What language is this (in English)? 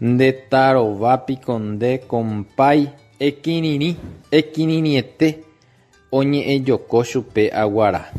Guarani